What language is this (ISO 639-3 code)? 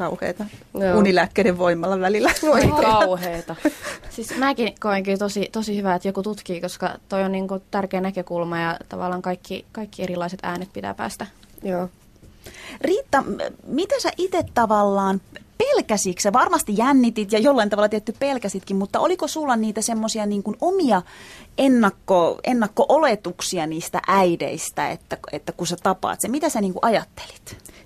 fin